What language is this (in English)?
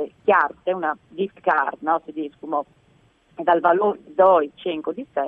Friulian